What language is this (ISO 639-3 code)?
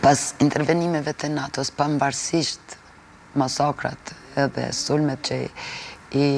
sqi